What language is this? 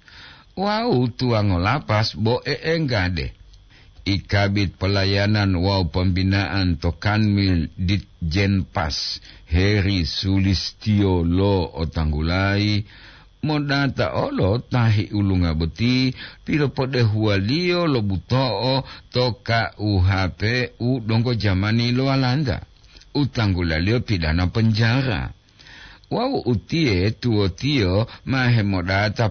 Gorontalo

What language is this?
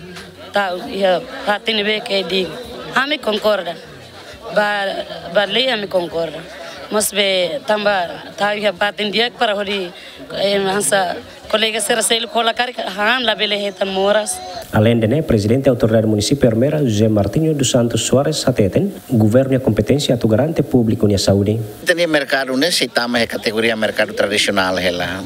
Tetum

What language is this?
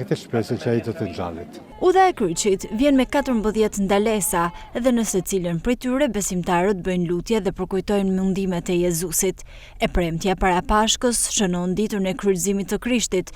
Albanian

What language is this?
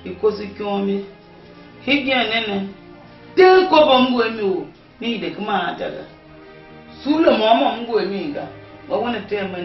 Tiv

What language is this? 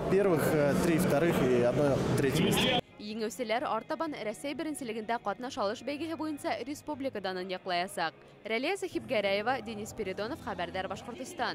Bashkir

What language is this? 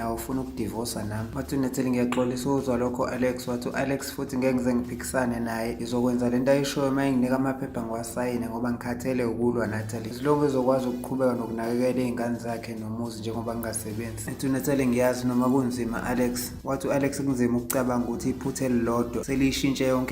Zulu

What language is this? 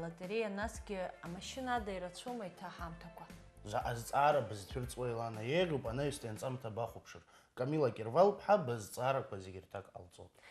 Abkhazian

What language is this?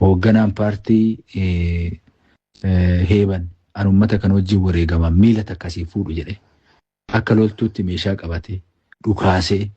Oromo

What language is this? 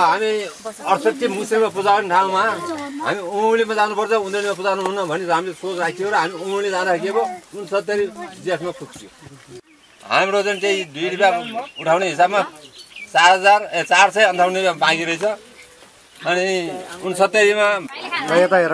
Nepali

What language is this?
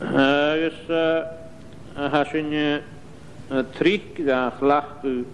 Scottish Gaelic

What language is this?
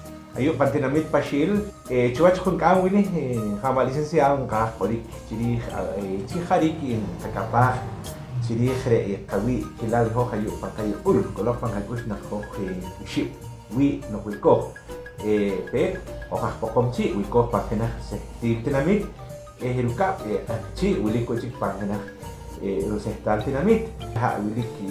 Poqomchi'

